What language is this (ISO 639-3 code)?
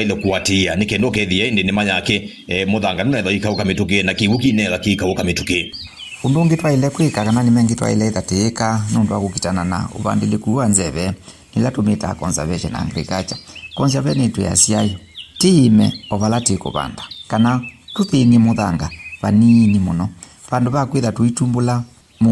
kam